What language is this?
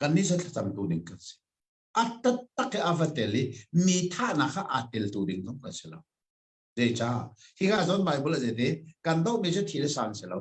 Hakha Chin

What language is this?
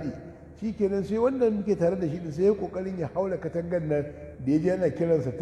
Hausa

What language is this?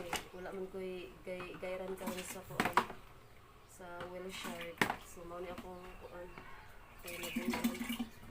Cebuano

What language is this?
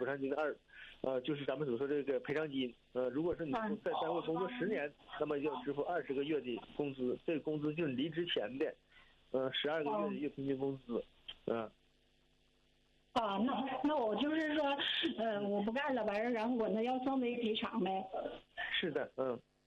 Chinese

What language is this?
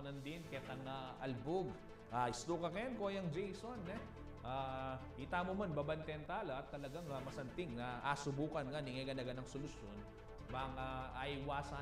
Pampanga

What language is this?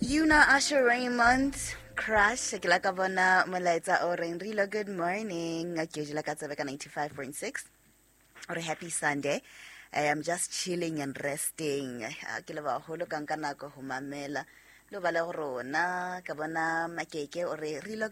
Southern Sotho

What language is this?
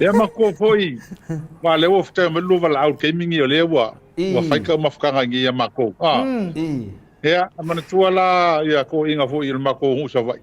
Samoan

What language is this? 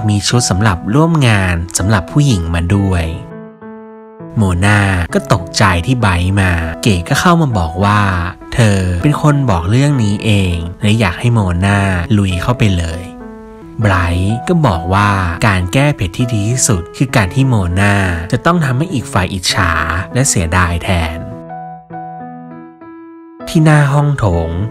Thai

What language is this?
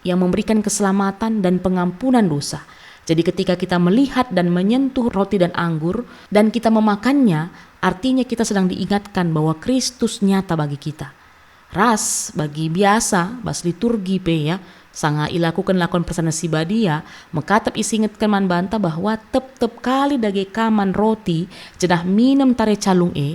Batak Karo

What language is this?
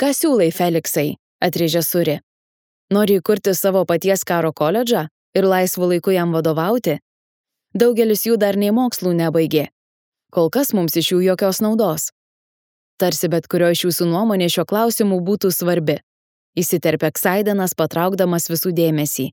Lithuanian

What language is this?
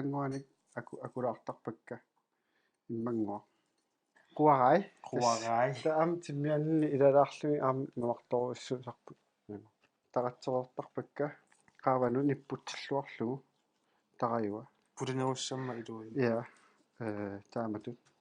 Kalaallisut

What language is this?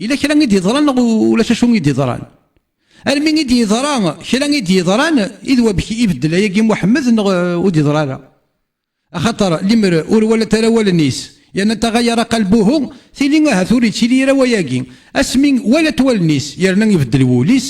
Kabyle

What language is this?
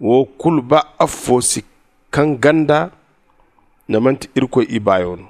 Zarma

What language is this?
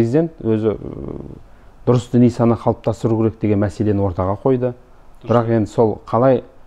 Kazakh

